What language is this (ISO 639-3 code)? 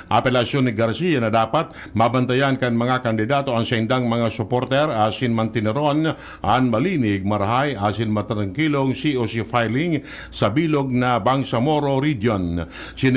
bik